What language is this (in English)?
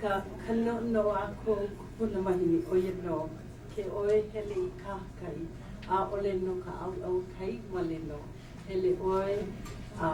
Hawaiian